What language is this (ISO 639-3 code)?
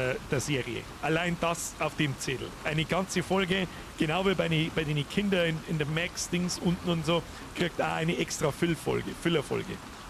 bar